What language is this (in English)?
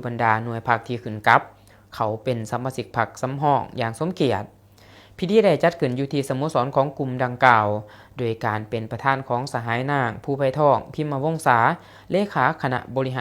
Lao